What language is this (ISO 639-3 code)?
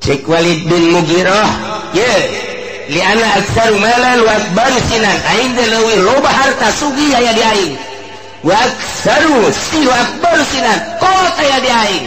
sun